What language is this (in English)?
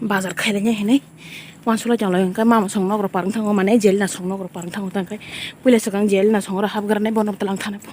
Kok Borok